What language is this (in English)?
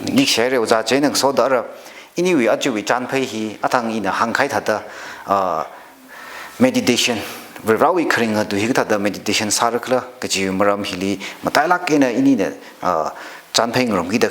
Tangkhul Naga (India)